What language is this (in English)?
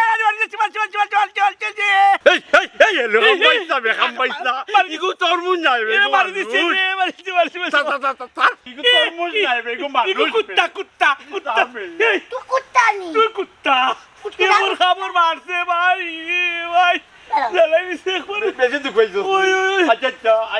Sylheti